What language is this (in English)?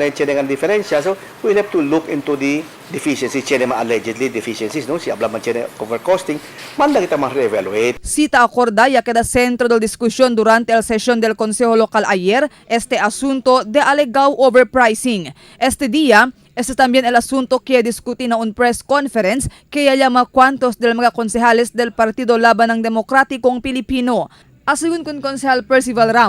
Chavacano